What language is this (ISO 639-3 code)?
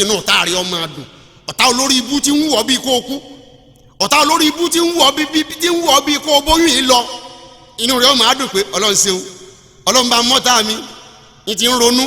yor